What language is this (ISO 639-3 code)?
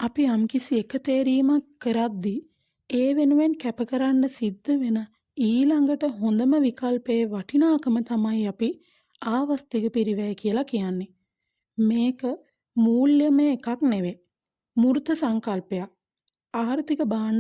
sin